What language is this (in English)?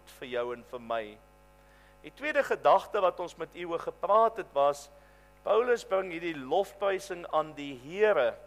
Afrikaans